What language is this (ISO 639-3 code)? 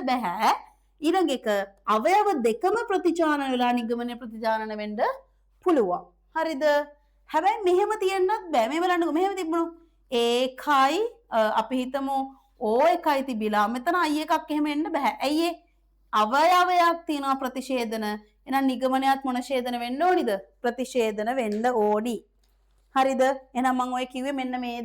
sin